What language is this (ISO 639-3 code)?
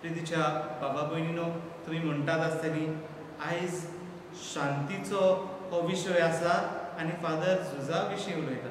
kok